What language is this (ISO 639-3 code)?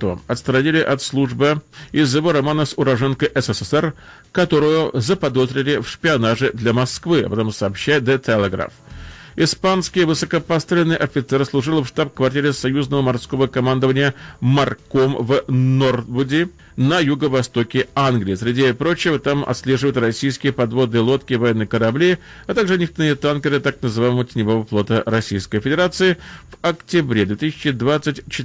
rus